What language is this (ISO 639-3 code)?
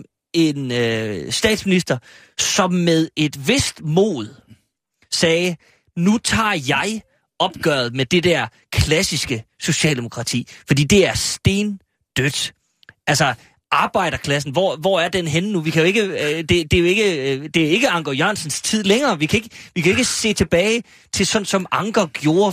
dan